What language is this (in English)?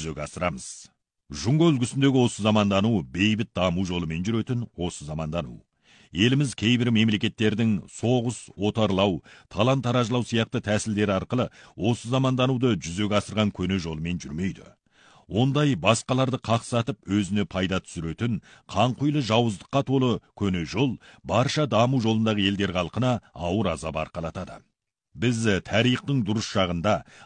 Kazakh